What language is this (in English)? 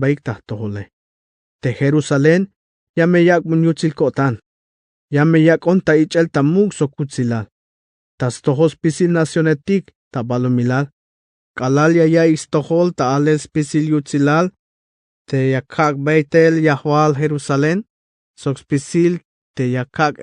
Tzeltal